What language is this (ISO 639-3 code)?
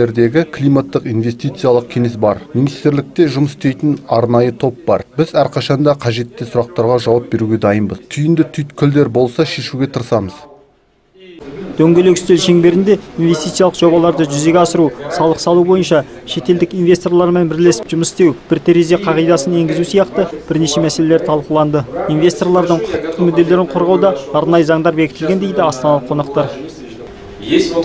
kaz